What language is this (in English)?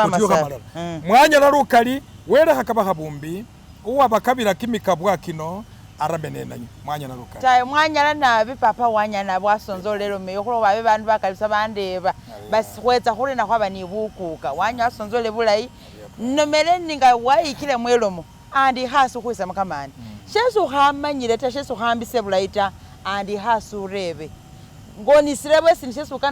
Masaaba